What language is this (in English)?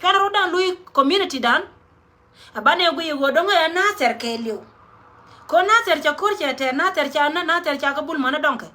Nuer